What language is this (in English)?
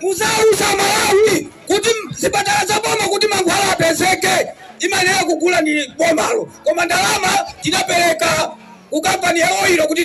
Nyanja